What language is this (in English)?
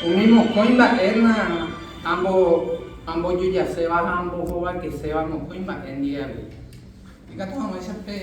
Guarani